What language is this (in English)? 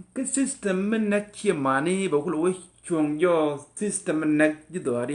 Nuer